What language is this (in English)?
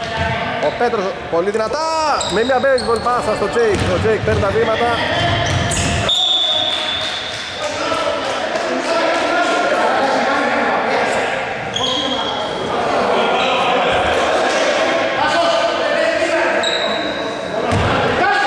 Greek